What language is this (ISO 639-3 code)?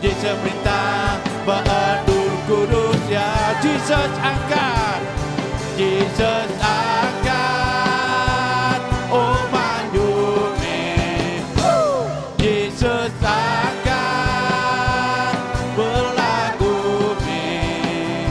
iba